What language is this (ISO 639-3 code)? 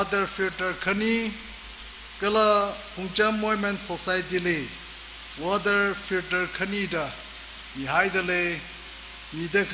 nmf